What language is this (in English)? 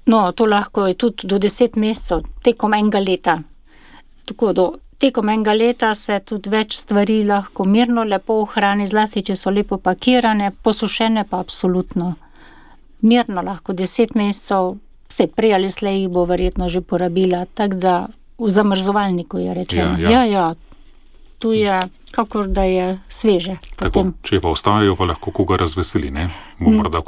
Slovenian